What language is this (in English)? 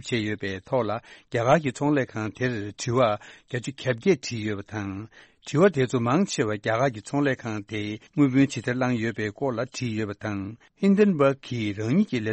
Tibetan